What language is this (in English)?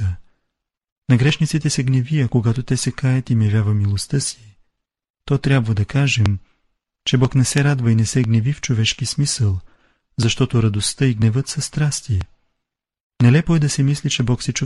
Bulgarian